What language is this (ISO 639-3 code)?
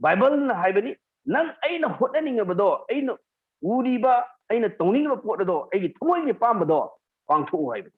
mni